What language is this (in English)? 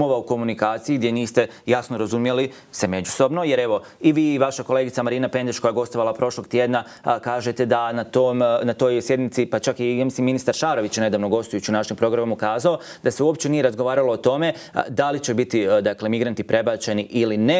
Croatian